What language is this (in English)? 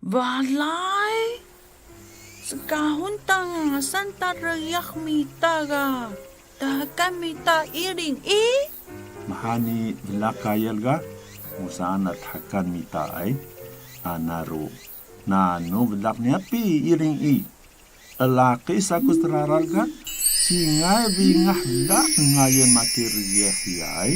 Atayal